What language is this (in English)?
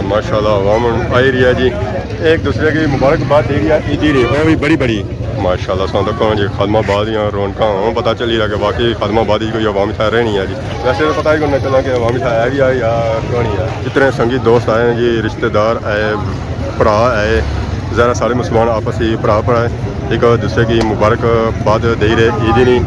Pahari-Potwari